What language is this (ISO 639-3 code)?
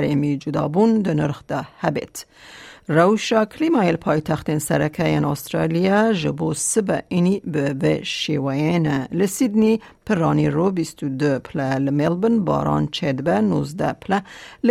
kur